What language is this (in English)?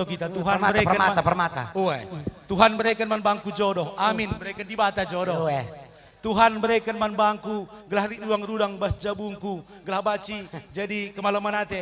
Batak Karo